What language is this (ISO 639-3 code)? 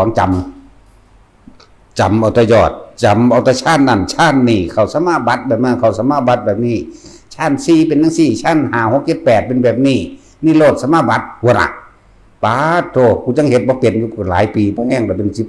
tts